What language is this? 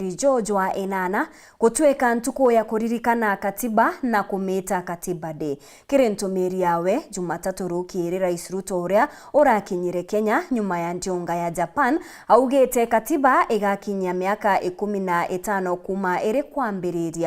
Meru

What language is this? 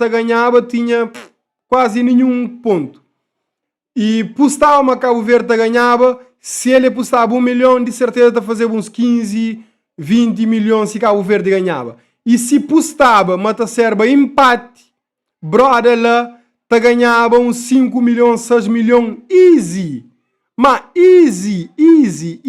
Kabuverdianu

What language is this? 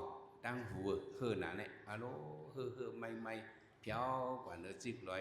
Shan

